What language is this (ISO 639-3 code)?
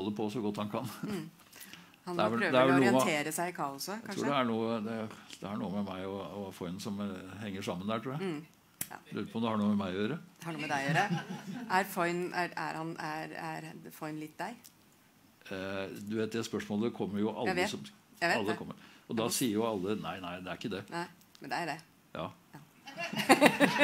nor